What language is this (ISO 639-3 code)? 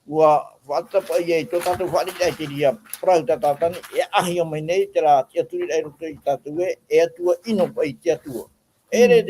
tah